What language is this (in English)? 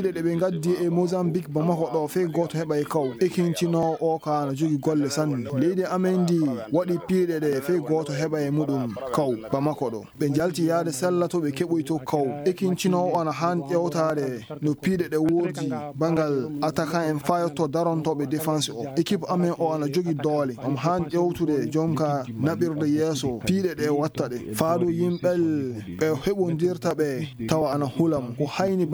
Fula